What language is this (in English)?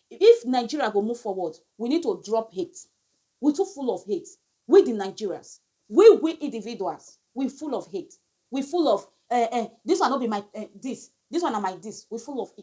Nigerian Pidgin